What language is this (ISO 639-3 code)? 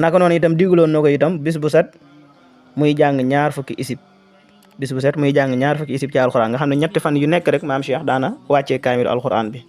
wol